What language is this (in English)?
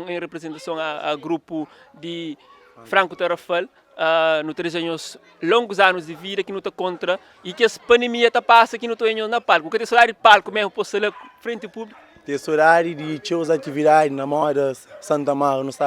Kabuverdianu